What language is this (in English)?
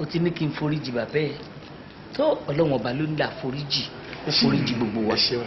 Yoruba